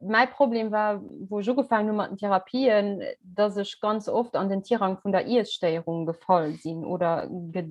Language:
Luxembourgish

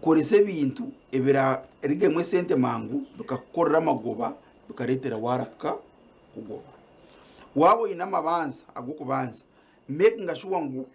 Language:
Nyankole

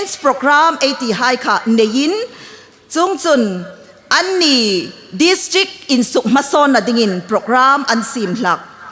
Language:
Hmar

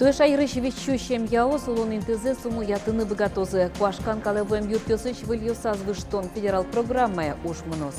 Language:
Udmurt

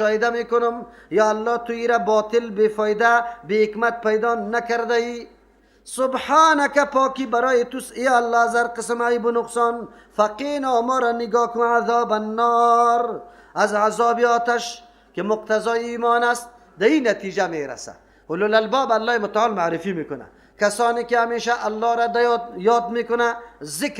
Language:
Persian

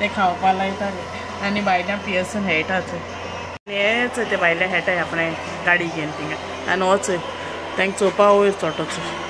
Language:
Konkani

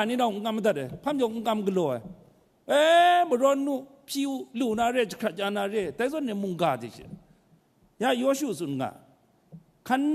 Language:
Kachin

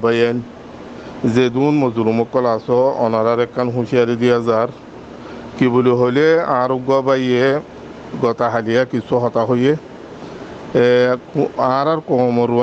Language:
Rohingya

